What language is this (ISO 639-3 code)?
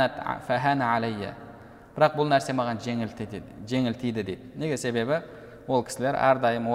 kaz